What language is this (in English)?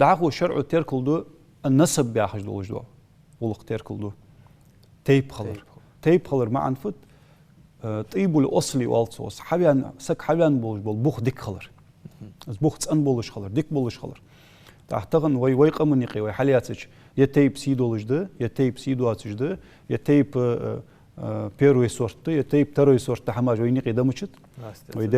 Ingush